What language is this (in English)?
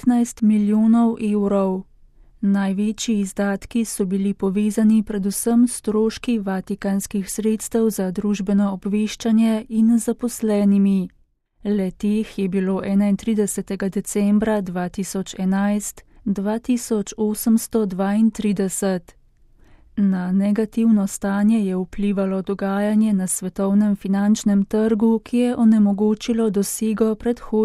Slovenian